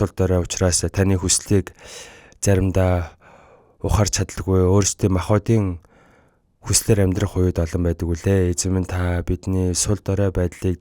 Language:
Mongolian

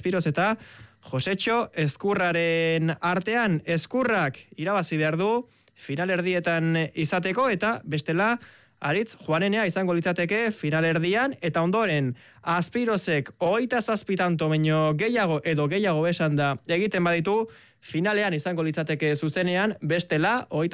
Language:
Basque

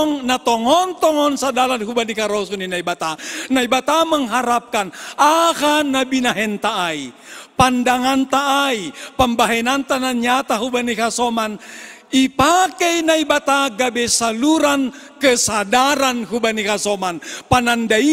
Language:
Batak Simalungun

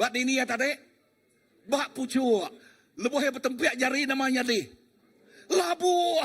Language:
Iban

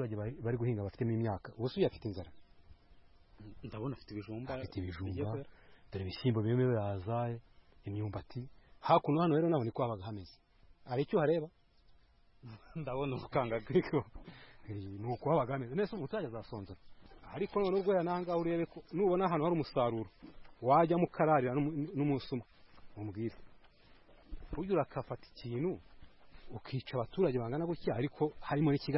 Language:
Kinyarwanda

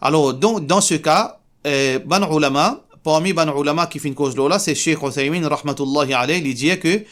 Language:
Morisyen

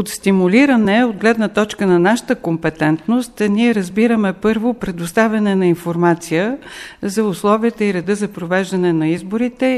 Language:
Bulgarian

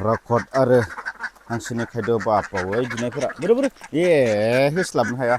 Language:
Bodo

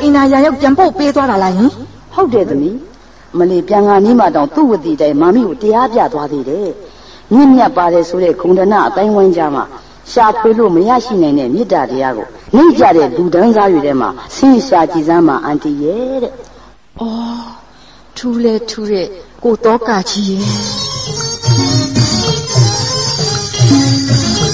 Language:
Burmese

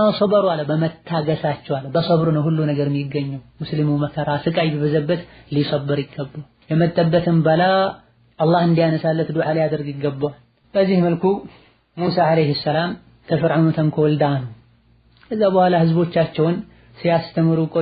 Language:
Amharic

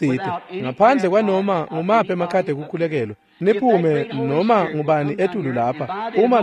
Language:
Swati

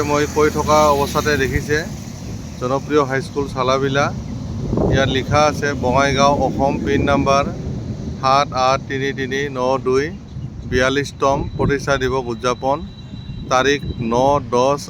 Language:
Assamese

